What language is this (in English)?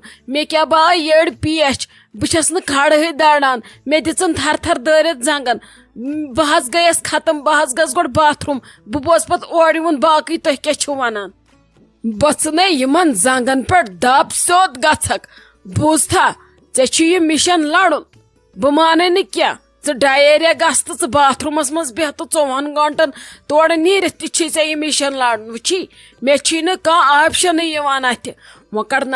Kashmiri